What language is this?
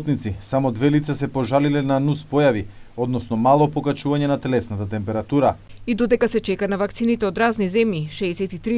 Macedonian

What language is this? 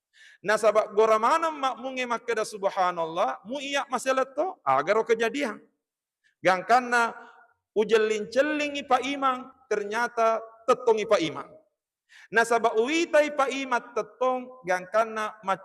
Buginese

